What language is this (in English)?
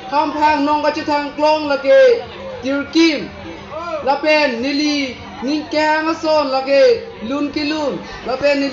Karbi